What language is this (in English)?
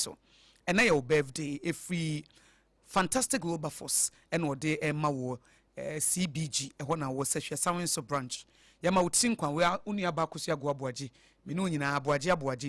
Akan